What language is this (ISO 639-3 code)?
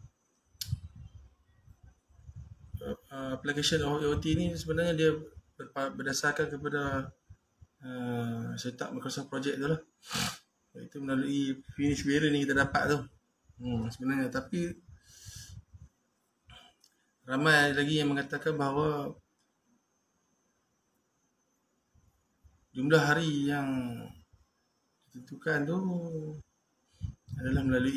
msa